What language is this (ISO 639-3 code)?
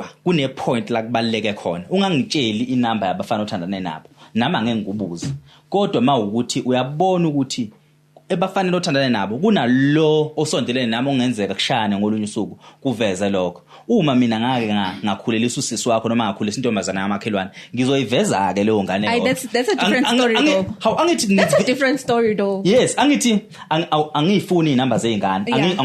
zul